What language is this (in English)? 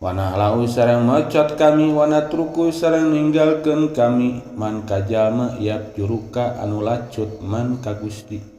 Sundanese